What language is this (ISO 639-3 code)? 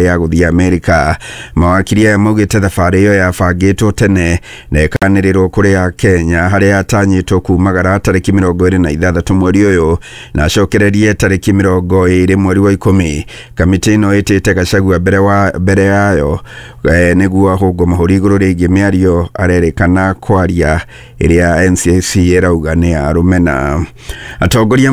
kik